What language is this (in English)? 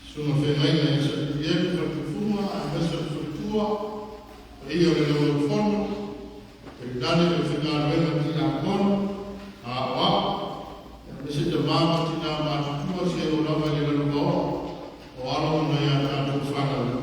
Samoan